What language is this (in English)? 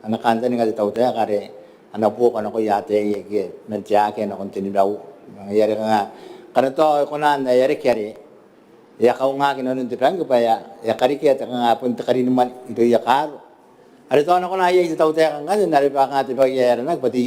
Gilbertese